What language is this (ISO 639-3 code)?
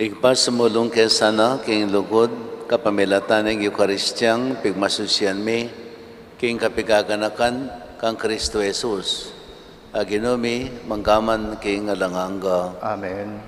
pam